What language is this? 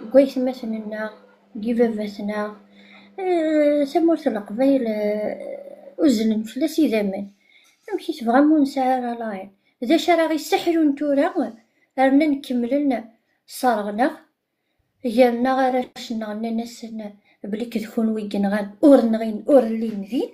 Kabyle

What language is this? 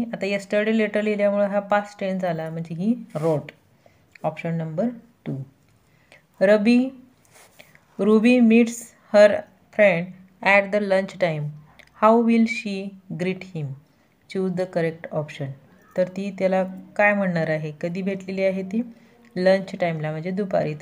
Marathi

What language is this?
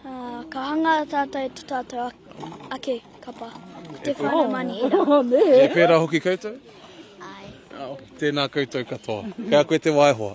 Māori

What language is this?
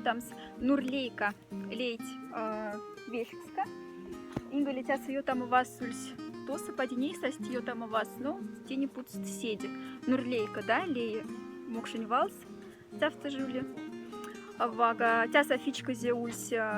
Moksha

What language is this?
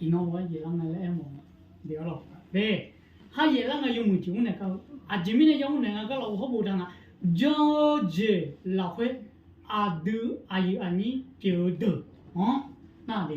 Akha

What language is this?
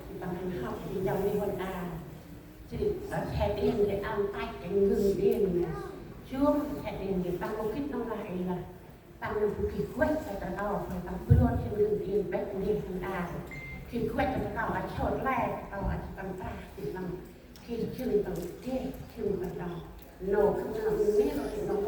Central Mnong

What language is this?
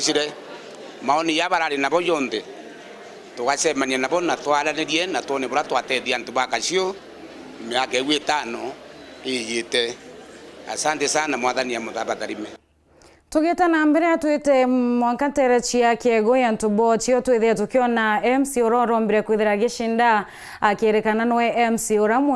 Meru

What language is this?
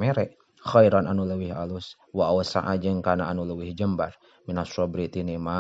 Sundanese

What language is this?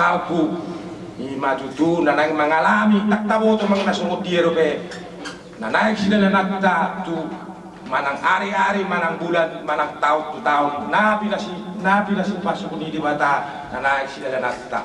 Batak Toba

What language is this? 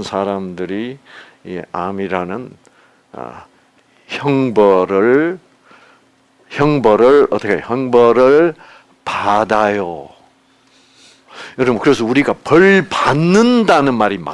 Korean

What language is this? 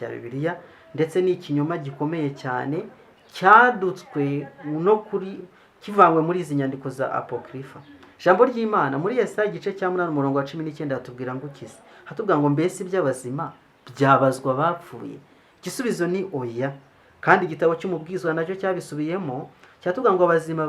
Kinyarwanda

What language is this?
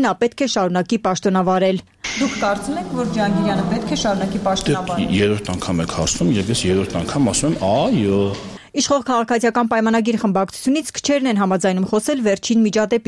Armenian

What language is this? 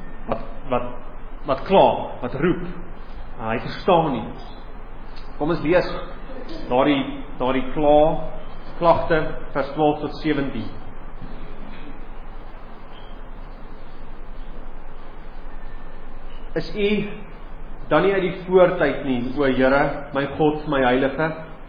Afrikaans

